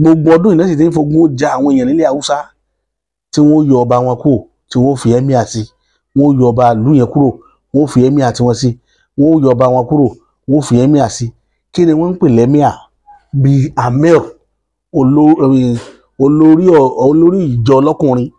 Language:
Yoruba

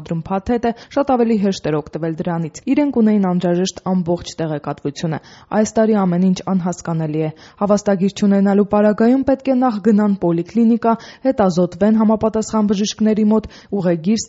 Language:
Armenian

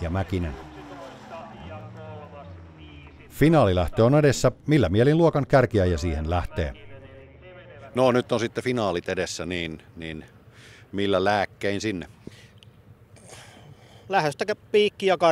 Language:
Finnish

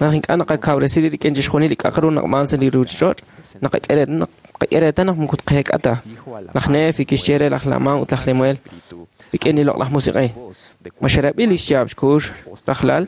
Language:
Kekchí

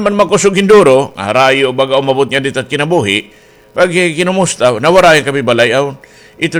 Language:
Waray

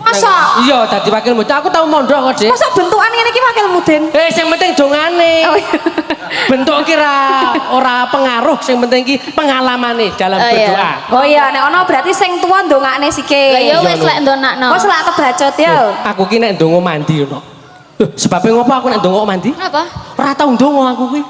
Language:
Javanese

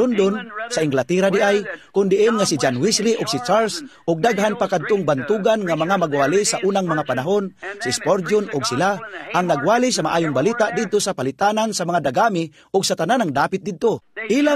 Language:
Cebuano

